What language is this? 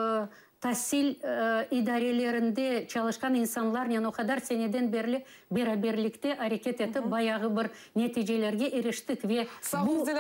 Crimean Tatar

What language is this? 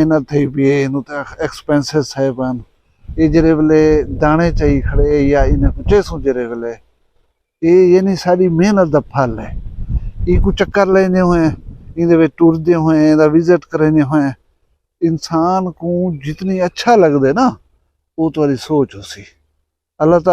Saraiki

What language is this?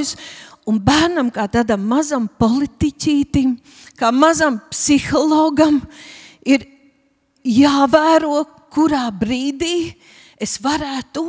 Latvian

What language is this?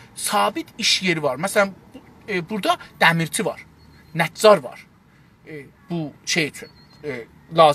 South Azerbaijani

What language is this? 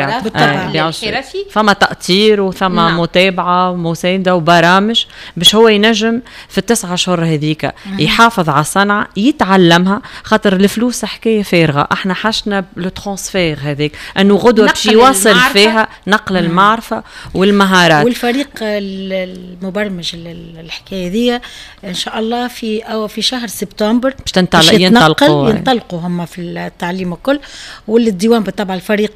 Tunisian Arabic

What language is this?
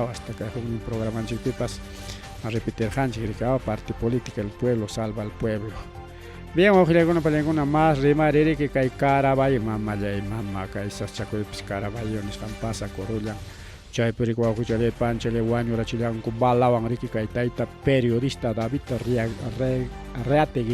Ayacucho Quechua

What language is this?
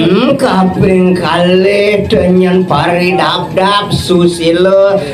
Balinese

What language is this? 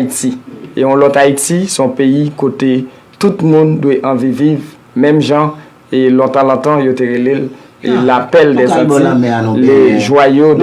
Haitian Creole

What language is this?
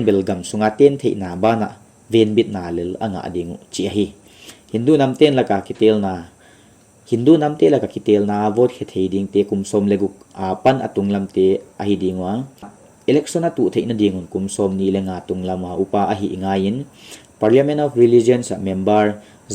Paite Chin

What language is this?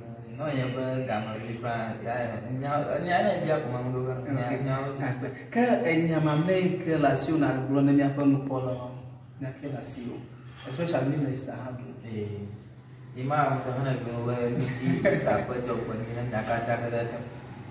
Ewe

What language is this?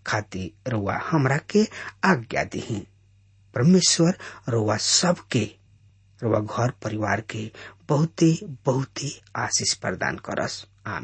Bhojpuri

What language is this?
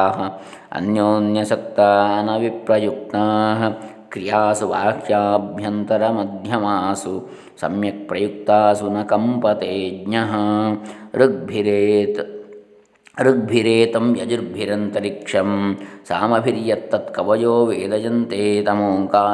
Sanskrit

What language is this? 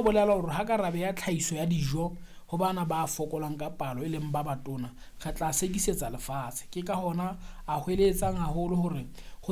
Southern Sotho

